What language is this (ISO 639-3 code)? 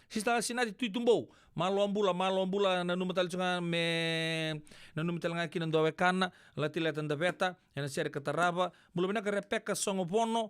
fij